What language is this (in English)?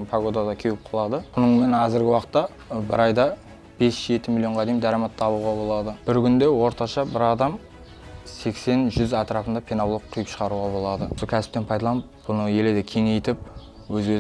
Kara-Kalpak